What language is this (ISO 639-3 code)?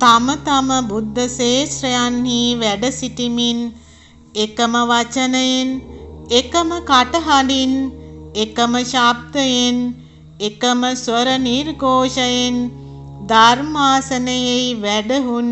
sin